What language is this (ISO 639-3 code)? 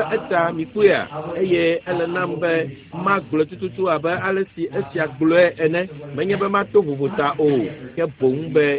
ewe